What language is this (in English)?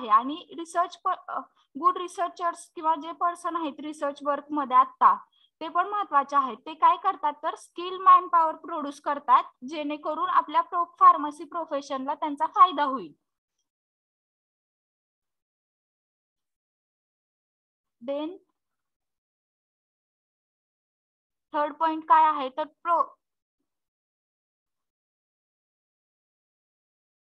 Marathi